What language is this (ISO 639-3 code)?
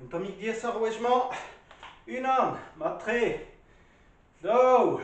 bre